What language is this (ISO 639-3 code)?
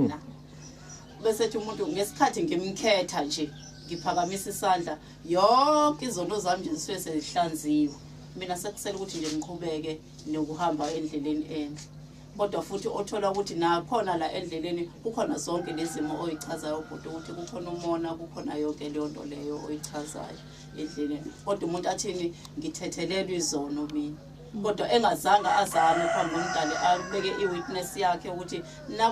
zul